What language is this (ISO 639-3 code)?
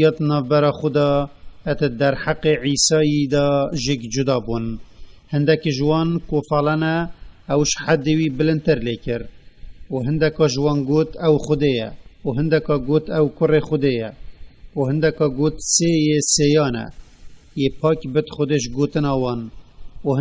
kur